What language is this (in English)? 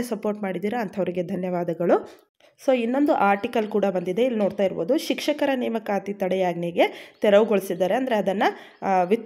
Kannada